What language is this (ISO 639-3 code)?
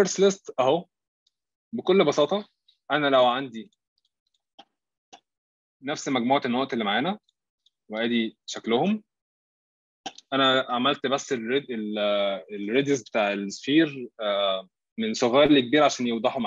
arz